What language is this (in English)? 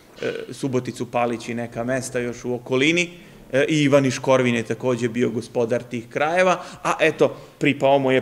Serbian